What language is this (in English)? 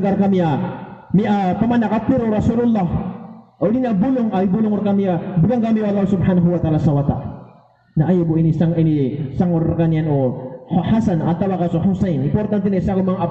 Maranao